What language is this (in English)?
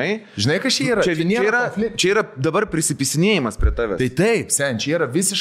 Lithuanian